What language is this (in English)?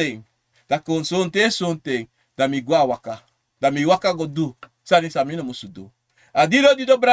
Sranan Tongo